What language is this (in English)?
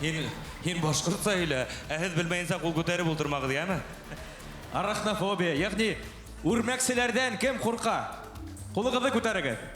Bashkir